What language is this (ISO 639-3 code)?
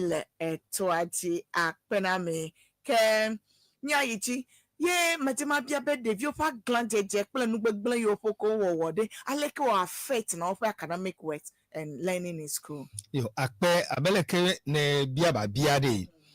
ewe